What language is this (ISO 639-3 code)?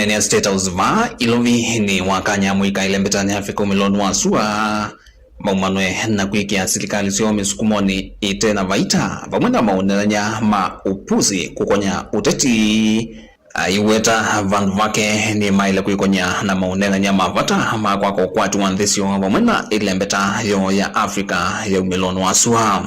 kam